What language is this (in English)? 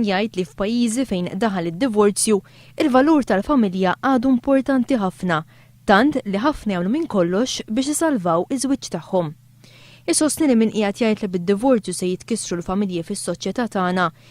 Maltese